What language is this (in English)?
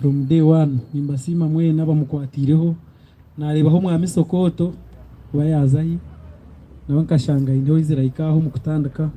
Nyankole